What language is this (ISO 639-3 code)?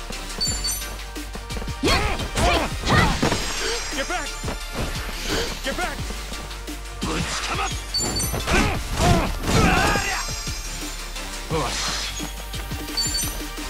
jpn